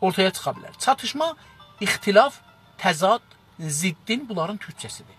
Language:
South Azerbaijani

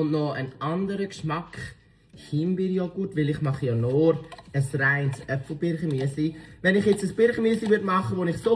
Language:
Swiss German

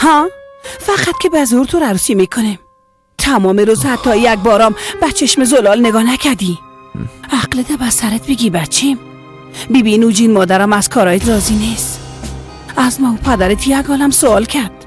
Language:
Persian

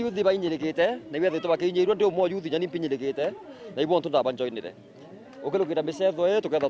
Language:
Meru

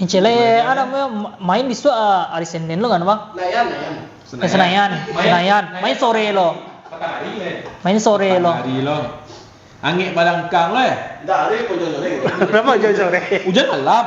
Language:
Minangkabau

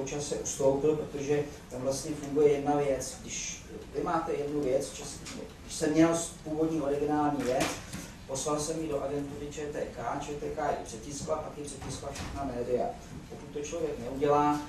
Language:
Czech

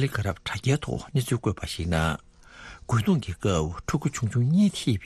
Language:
Tibetan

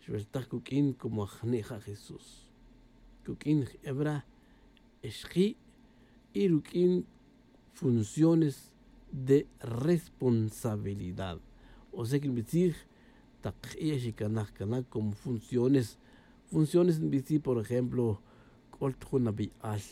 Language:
Tz'utujil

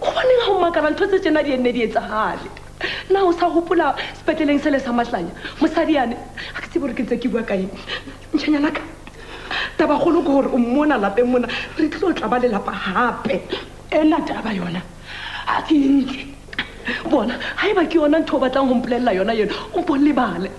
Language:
Southern Sotho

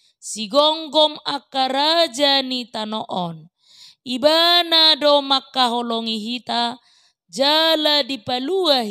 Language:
Batak Toba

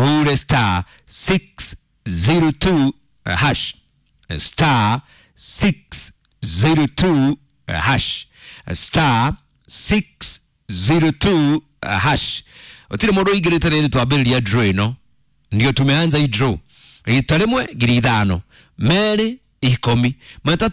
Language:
Kikuyu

